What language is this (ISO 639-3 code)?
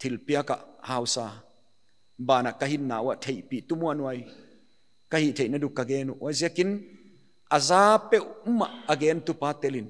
pck